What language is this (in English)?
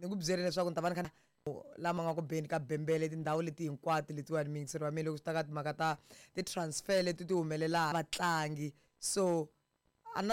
Tsonga